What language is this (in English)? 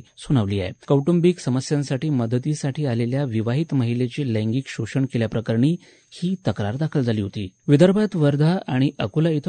Marathi